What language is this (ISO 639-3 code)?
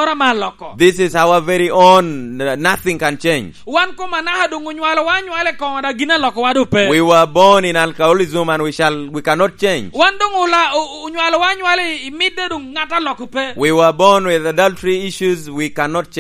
laj